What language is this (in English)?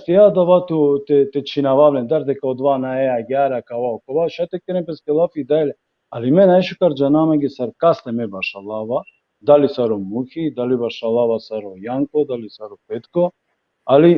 Balkan Romani